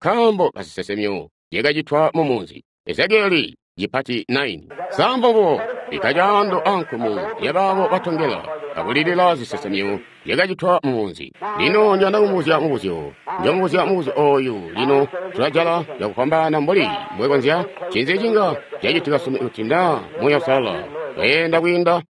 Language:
Tonga (Zambia)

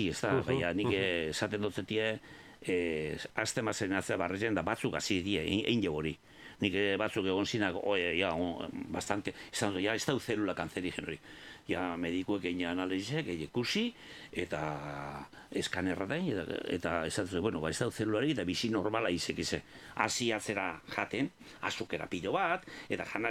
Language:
Basque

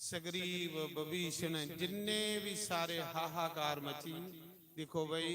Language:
Dogri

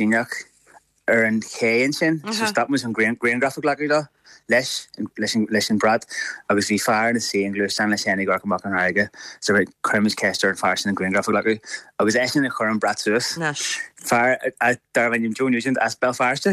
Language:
Irish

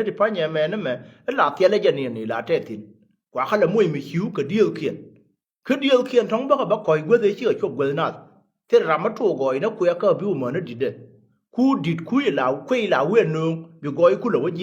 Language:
Nuer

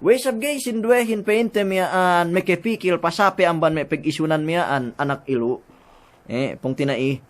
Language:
Yakan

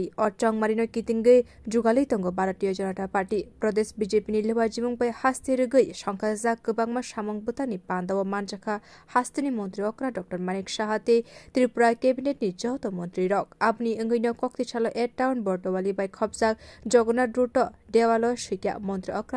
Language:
Kok Borok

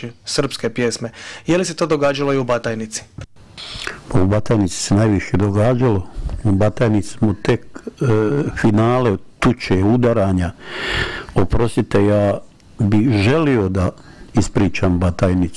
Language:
Bosnian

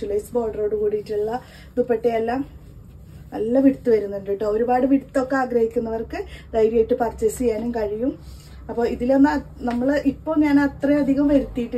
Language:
Malayalam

